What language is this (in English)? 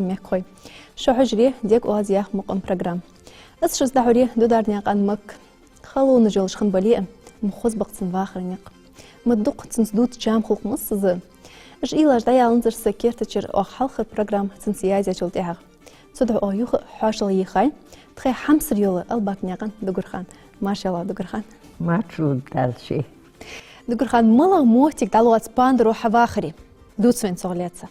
Ingush